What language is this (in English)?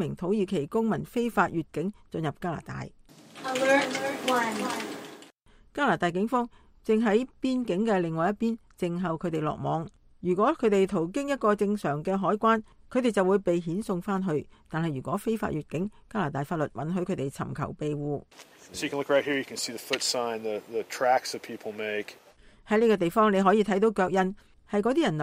Cantonese